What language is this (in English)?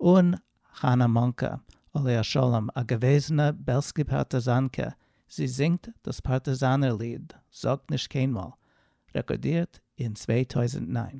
Yiddish